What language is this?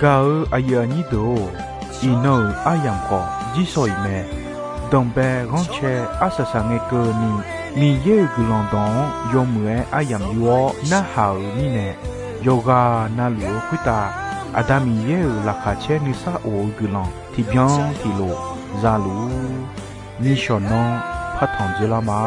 Akha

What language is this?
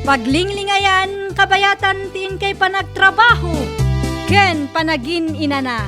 Iloko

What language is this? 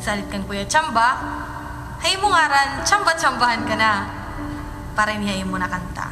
Waray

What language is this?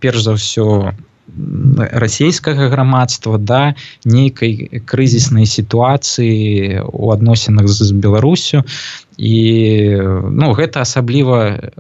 Belarusian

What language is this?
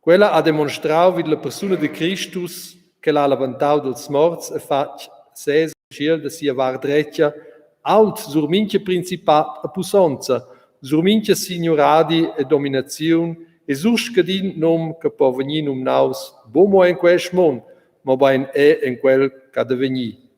Romansh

